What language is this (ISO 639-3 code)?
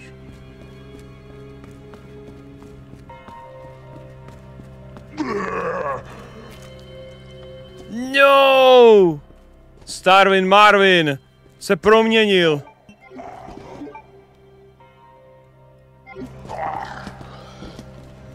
ces